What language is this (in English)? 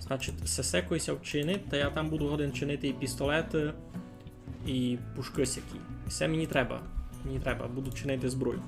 Rusyn